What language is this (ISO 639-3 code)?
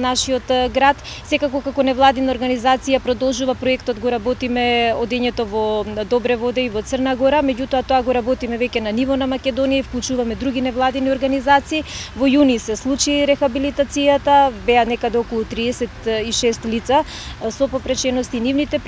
mkd